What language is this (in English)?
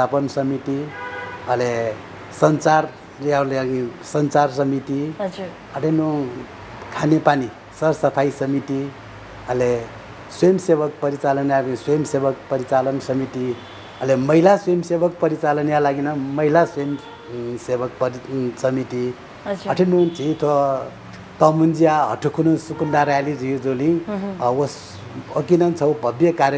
Newari